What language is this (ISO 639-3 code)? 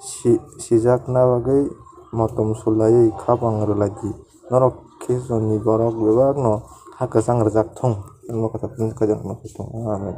trp